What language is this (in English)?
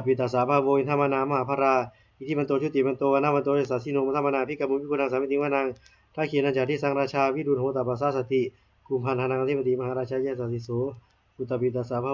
Pali